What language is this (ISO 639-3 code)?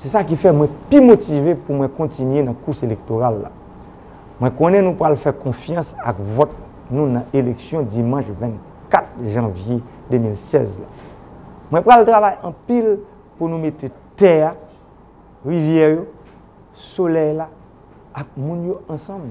hat